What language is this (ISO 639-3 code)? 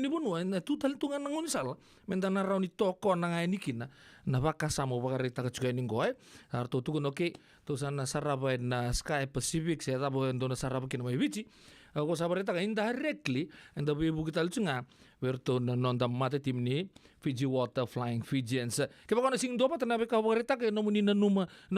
fij